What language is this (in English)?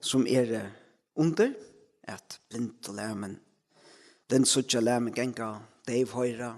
Faroese